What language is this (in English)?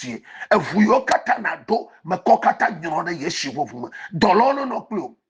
Ewe